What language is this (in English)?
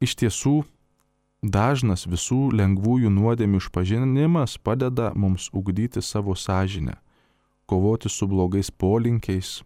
Lithuanian